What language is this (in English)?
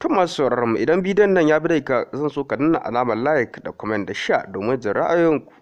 Hausa